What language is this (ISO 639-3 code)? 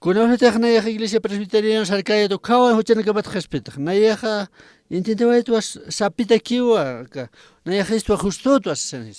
aym